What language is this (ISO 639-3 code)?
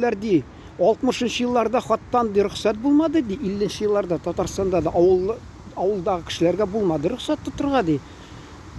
tat